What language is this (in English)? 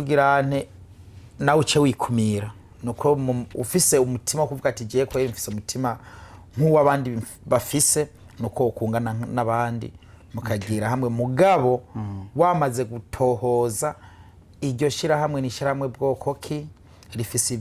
Rundi